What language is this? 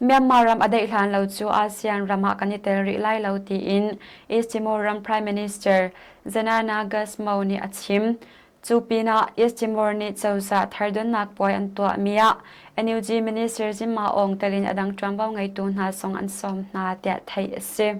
Hakha Chin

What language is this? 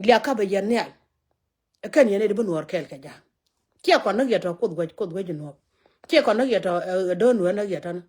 Nuer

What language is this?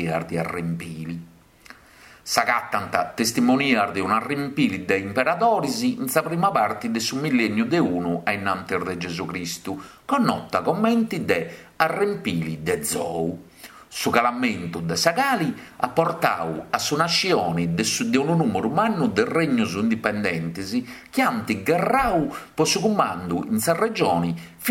Sardinian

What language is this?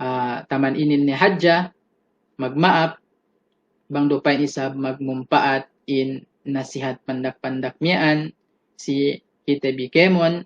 Yakan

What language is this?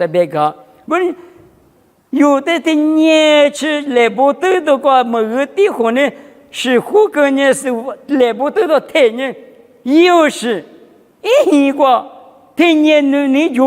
Lisu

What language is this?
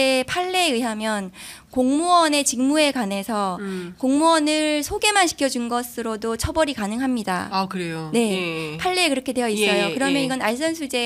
Korean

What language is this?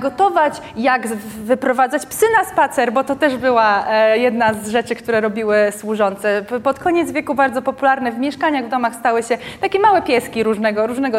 Polish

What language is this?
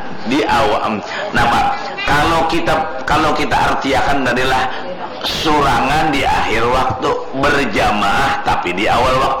Banjar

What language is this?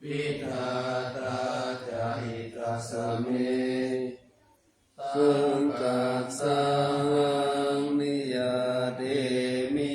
Pali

